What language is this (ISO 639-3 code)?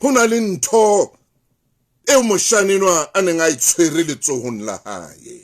sot